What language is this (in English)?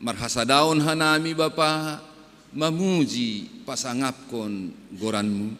Batak Simalungun